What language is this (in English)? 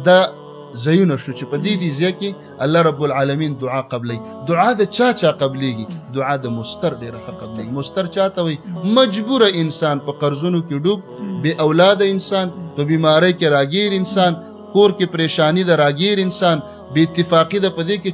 Pashto